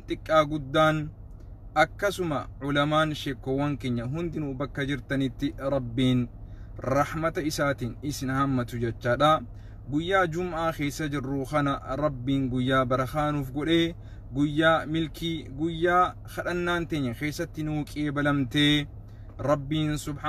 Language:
Oromo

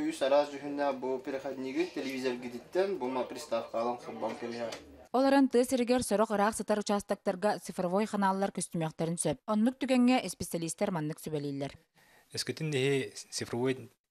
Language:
Yakut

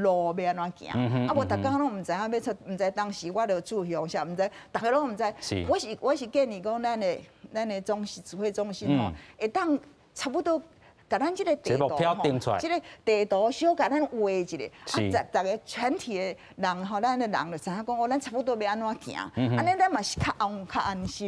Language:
Min Nan Chinese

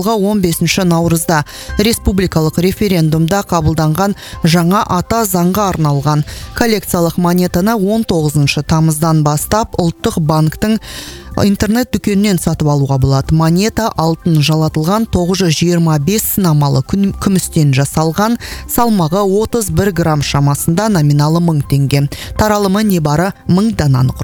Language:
Kazakh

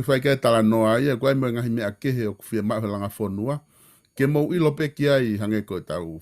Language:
Tongan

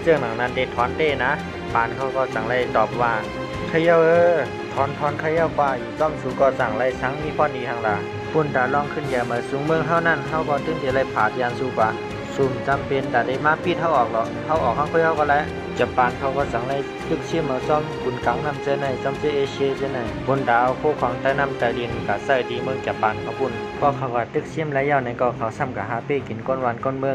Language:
Shan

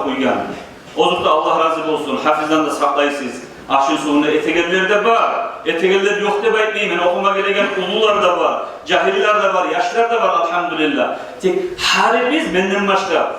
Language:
Kumyk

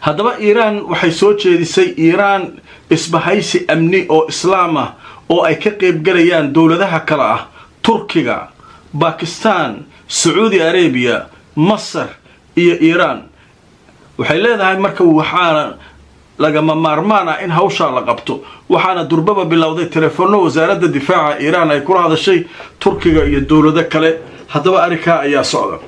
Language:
Somali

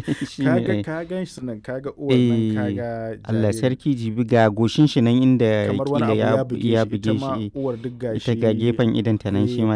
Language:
Hausa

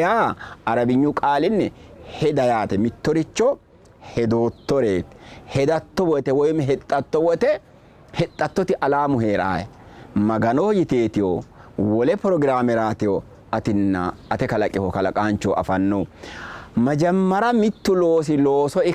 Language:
Sidamo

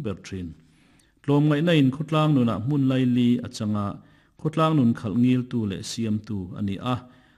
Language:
Mizo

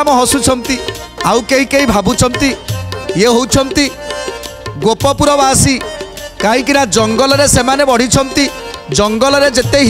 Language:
Odia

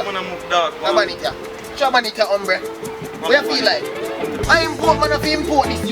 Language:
Jamaican Creole English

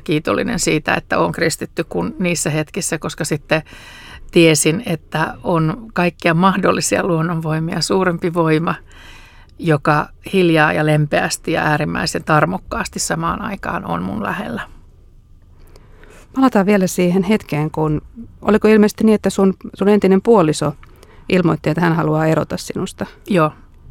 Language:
Finnish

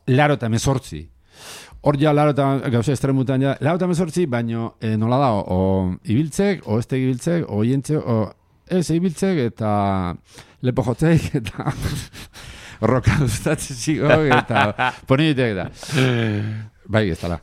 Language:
Basque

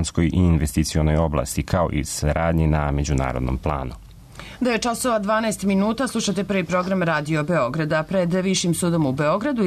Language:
Serbian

